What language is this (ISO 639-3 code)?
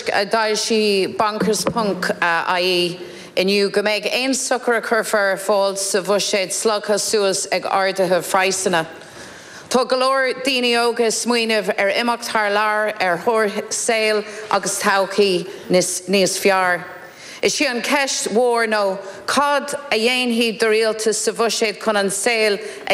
gle